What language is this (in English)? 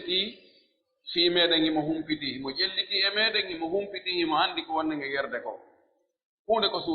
Pular